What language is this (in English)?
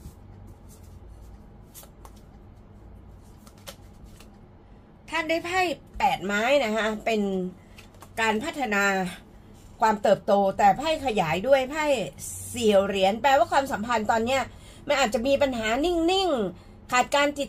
Thai